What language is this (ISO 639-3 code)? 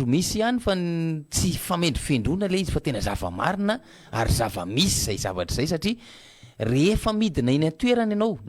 mlg